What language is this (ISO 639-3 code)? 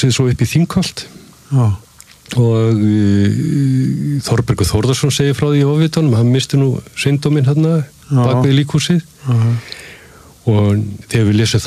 isl